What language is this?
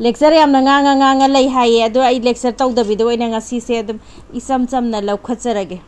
Manipuri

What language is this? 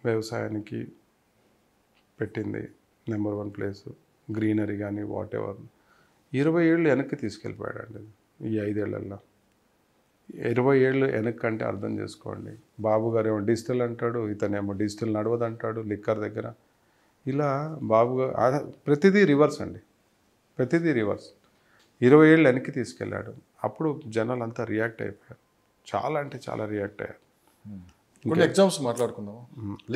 Telugu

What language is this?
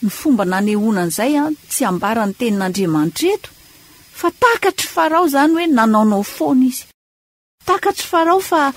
Malagasy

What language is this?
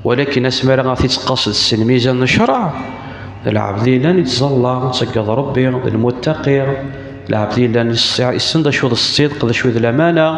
Kabyle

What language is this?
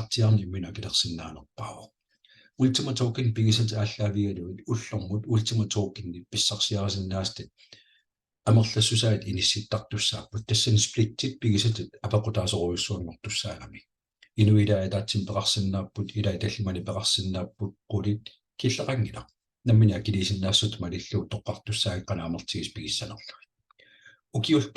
Kalaallisut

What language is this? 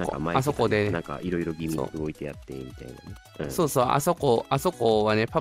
Japanese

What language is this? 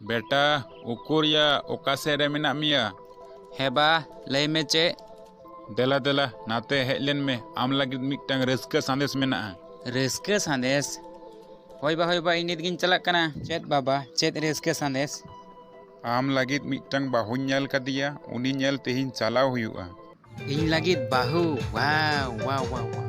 Santali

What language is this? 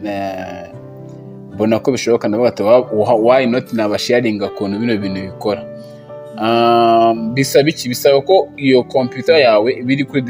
Kinyarwanda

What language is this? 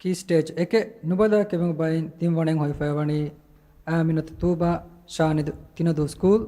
Divehi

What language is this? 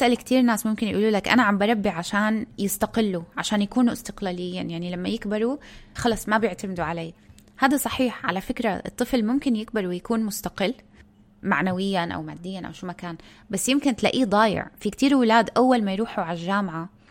North Levantine Arabic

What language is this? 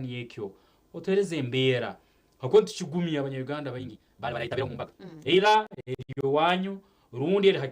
Nyankole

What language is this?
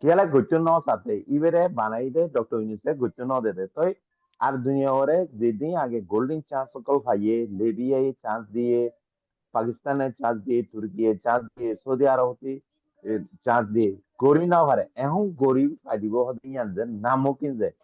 Rohingya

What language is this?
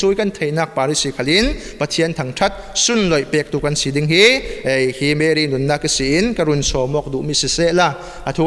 Falam Chin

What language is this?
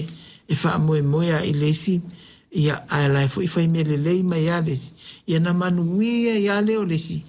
Samoan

